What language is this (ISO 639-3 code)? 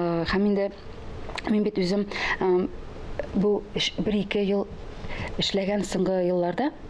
tat